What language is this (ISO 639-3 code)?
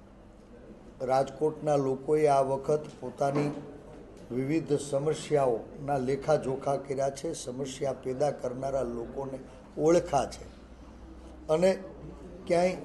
guj